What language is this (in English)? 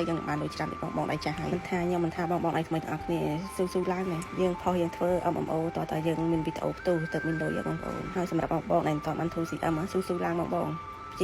Khmer